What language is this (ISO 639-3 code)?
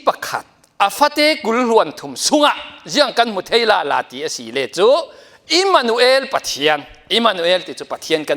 cfm